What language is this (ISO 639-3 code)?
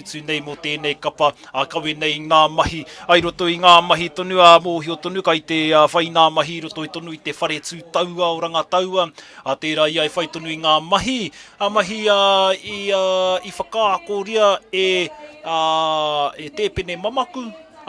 mri